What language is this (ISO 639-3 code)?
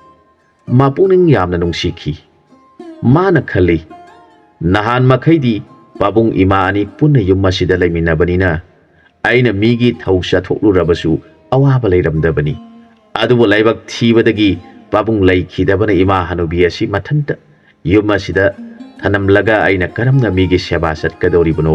mni